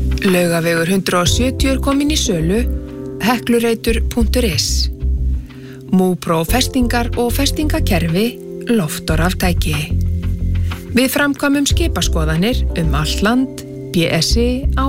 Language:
Icelandic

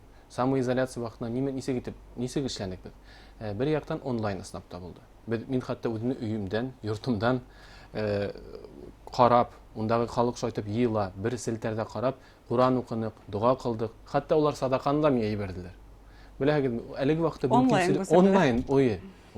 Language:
Bashkir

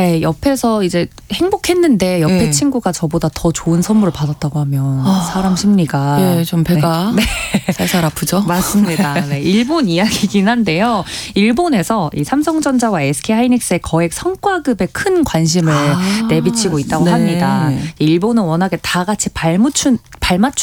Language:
Korean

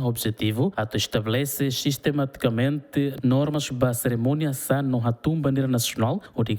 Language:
Tetum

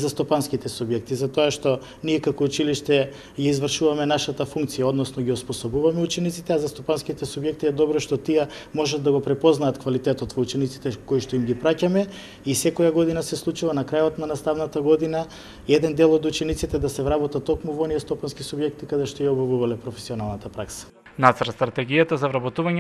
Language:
Macedonian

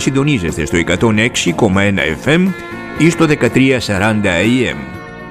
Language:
Greek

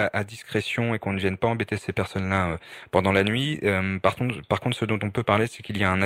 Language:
French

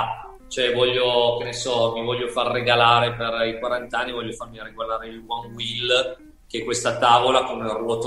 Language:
Italian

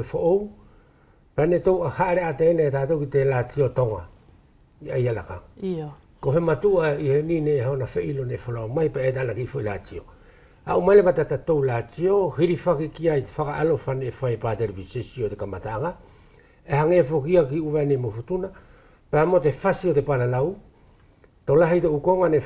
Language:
Wallisian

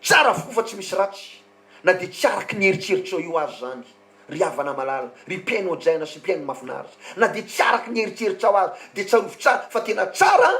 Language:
Malagasy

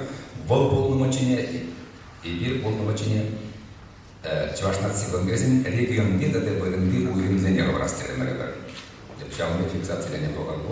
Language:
Chuvash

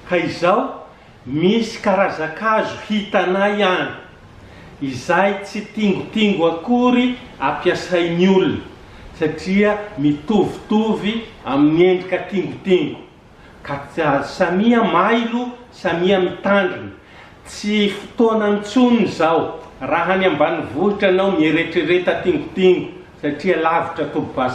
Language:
Malagasy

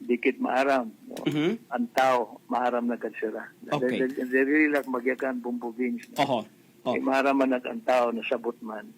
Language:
Waray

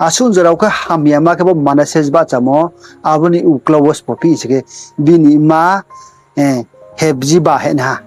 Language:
Riang (India)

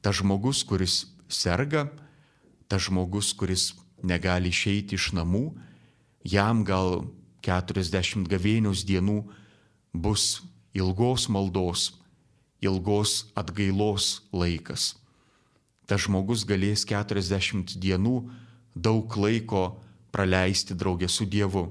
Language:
Lithuanian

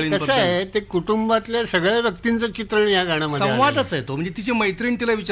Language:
Marathi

